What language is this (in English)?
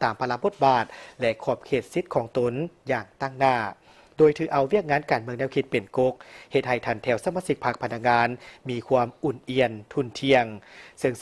Lao